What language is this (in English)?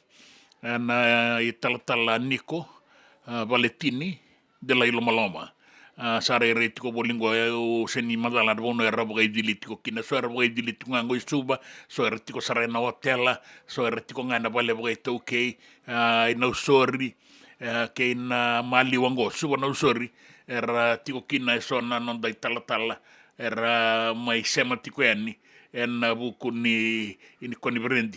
Fijian